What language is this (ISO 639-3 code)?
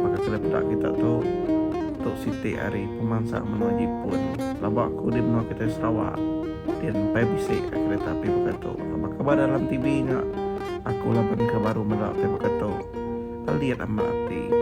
iba